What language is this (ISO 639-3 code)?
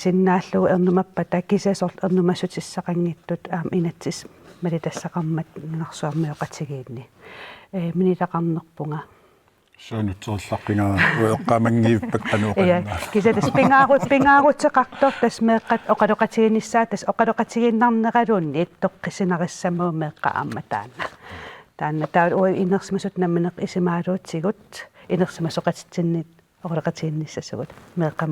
kal